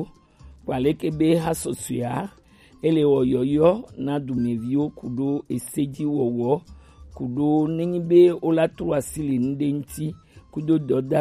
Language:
Gen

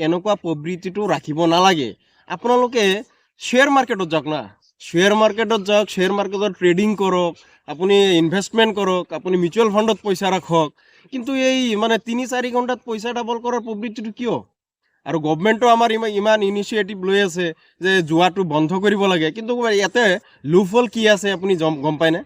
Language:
Assamese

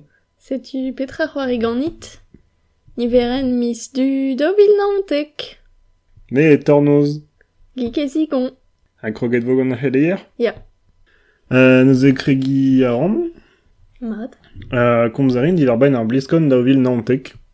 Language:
Breton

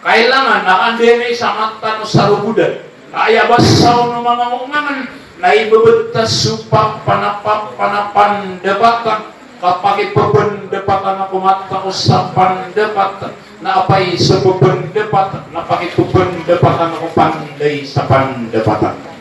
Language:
Maranao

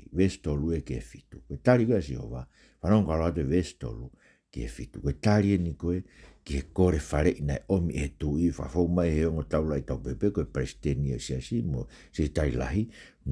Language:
Tongan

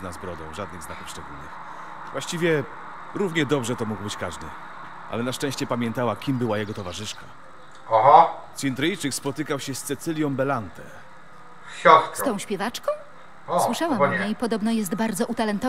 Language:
Polish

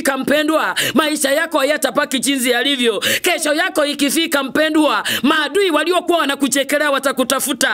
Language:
Swahili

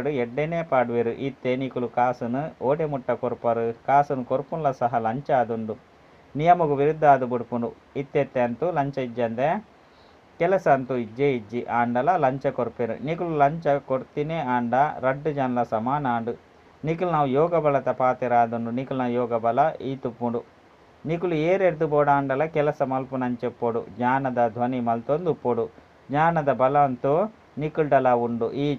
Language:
Tulu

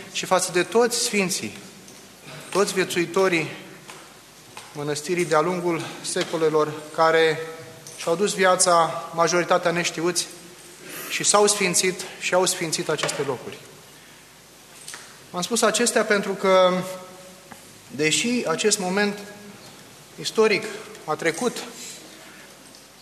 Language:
Romanian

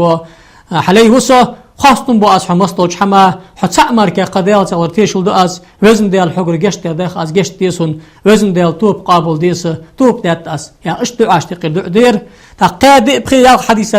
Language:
Ingush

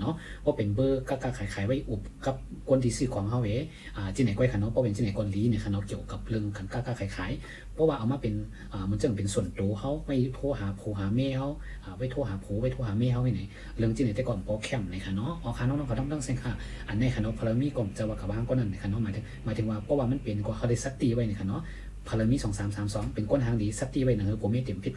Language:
Shan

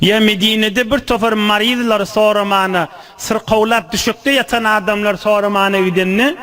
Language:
Turkmen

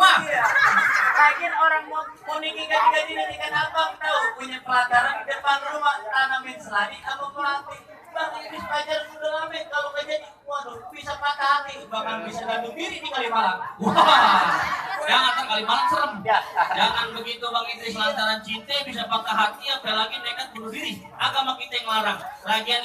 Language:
Betawi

